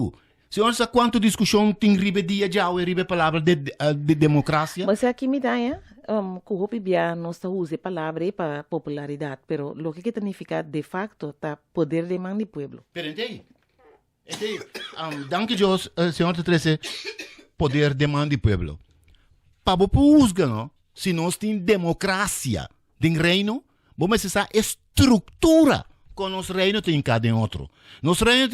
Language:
Papiamento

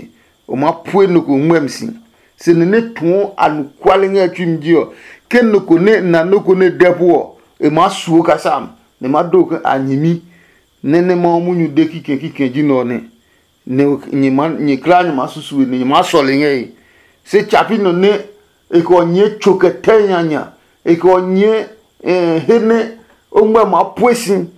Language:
Adangme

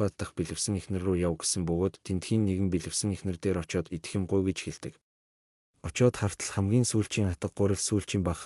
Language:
Mongolian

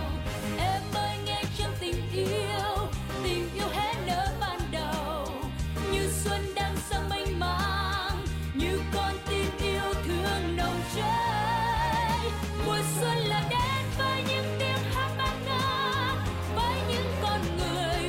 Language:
Vietnamese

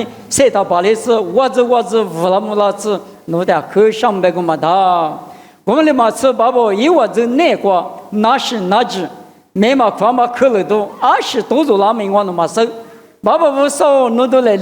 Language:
Lisu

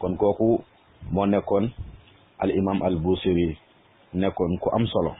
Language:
Wolof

